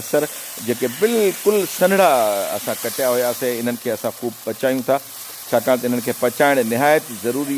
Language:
Sindhi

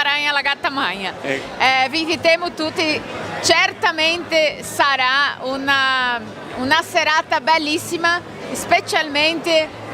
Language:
Venetian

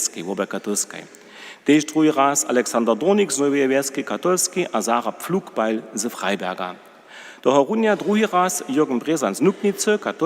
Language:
Upper Sorbian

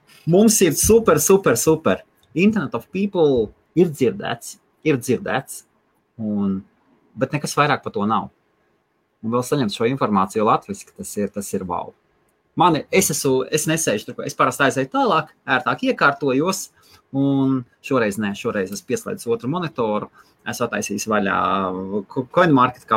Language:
Latvian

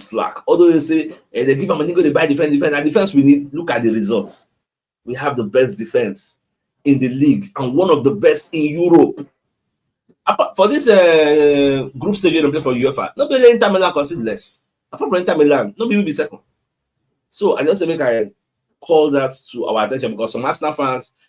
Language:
Nigerian Pidgin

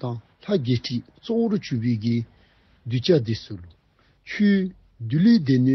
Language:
Dzongkha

